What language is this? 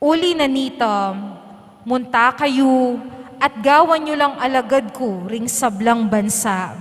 Pampanga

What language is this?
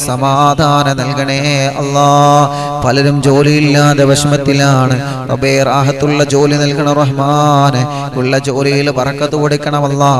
Malayalam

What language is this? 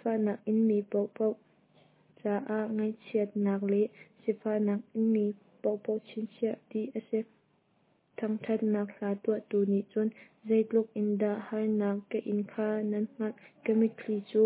Hakha Chin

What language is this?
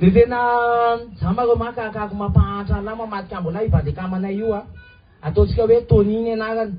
Malagasy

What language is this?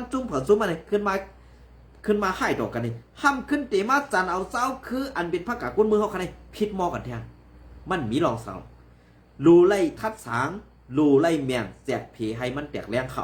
Shan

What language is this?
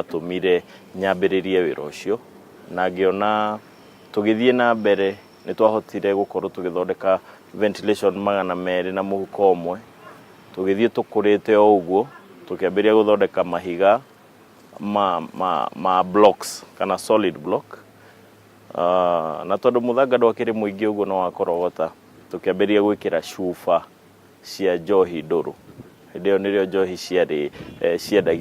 Kikuyu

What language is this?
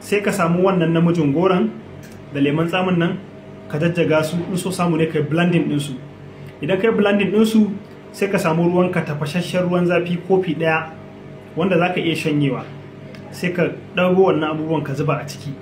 Hausa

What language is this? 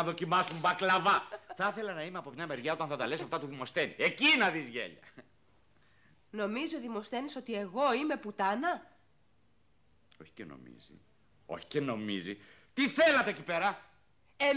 Greek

